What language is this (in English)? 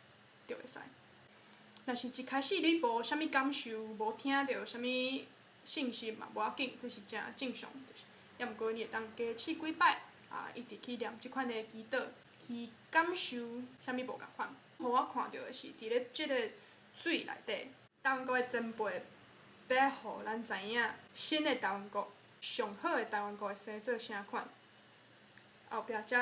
Min Nan Chinese